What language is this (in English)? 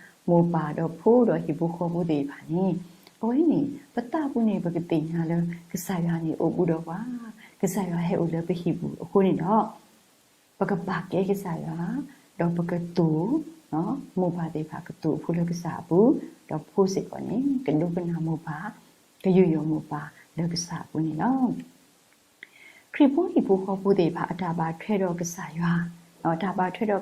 S'gaw Karen